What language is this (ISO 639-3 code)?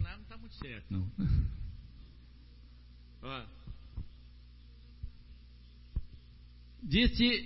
por